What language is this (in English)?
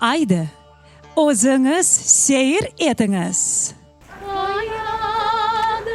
Crimean Tatar